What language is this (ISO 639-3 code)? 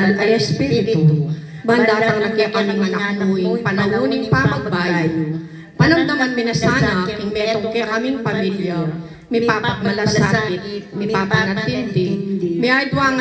pam